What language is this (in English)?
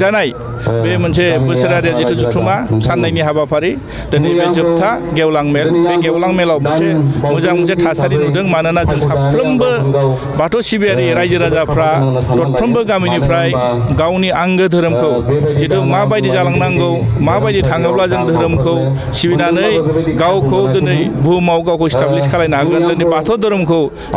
Bodo